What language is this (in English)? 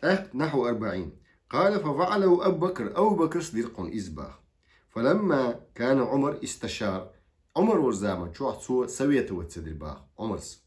Chechen